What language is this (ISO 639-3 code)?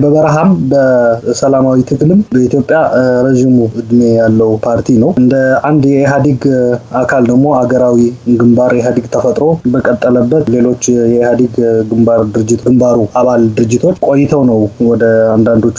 amh